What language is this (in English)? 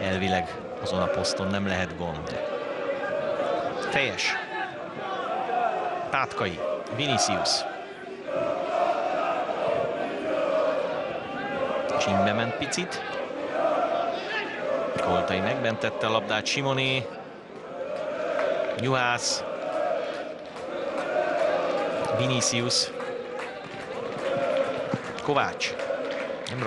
Hungarian